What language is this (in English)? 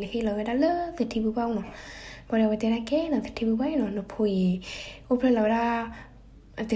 S'gaw Karen